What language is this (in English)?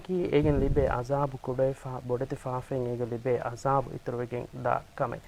Divehi